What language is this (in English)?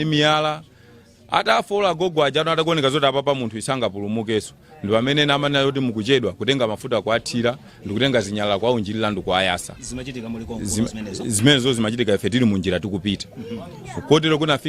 Nyanja